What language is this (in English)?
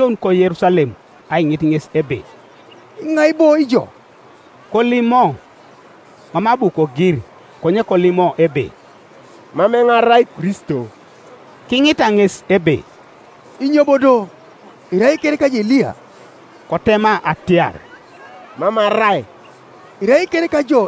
Teso